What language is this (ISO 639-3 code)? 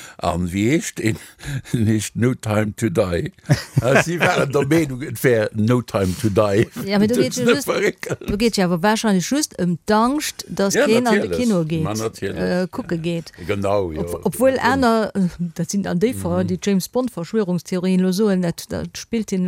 ltz